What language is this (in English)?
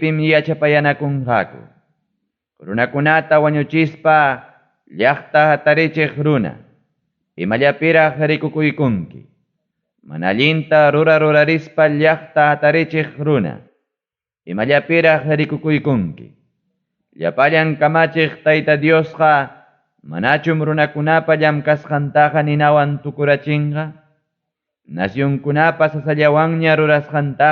Ayacucho Quechua